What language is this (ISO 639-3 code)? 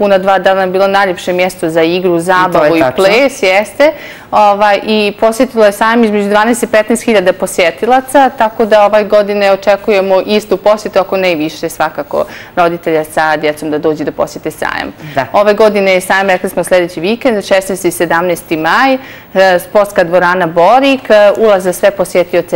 bos